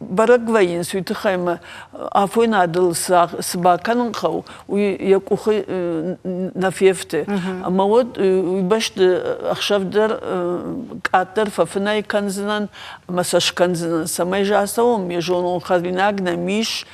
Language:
Ossetic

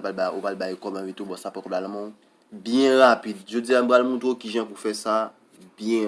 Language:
Haitian Creole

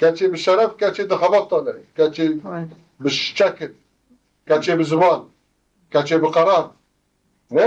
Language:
Kurdish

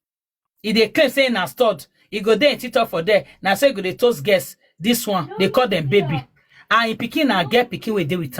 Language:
Nigerian Pidgin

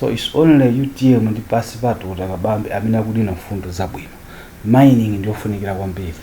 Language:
Nyanja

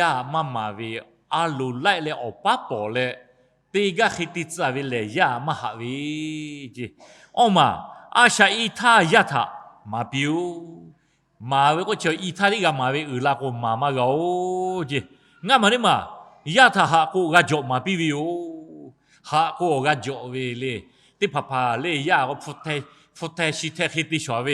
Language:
Lahu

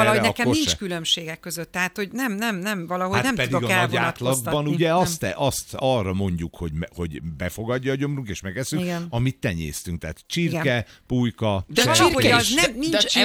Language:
Hungarian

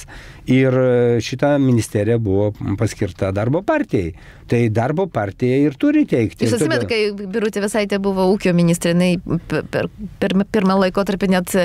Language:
Lithuanian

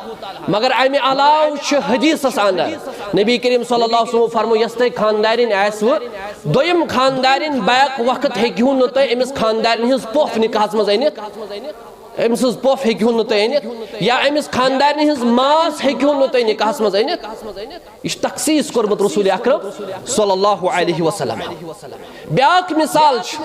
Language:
Kashmiri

